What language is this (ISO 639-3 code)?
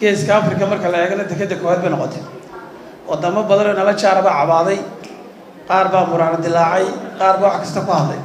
som